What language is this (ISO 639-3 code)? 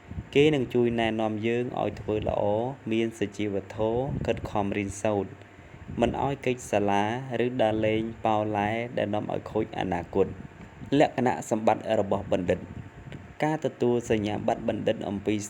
khm